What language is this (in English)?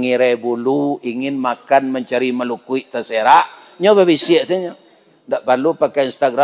Minangkabau